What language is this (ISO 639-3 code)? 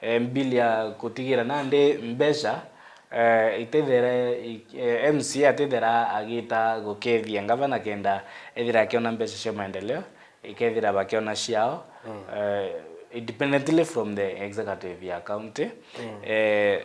mer